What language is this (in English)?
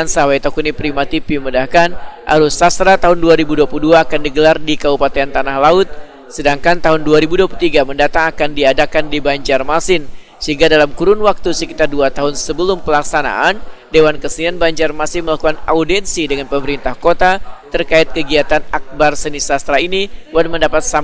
Banjar